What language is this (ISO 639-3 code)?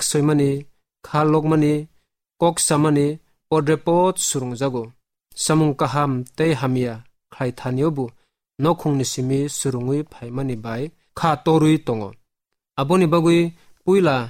trp